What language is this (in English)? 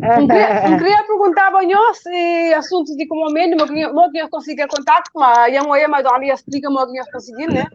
Kabuverdianu